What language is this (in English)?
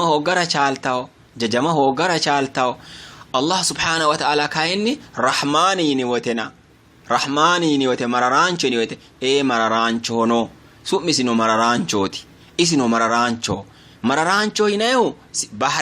Sidamo